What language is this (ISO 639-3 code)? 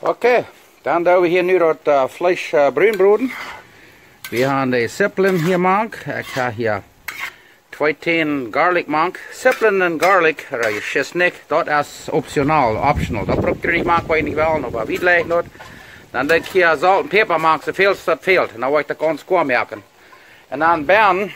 pdt